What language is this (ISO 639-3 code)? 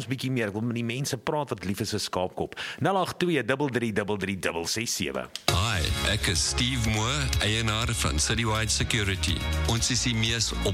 afr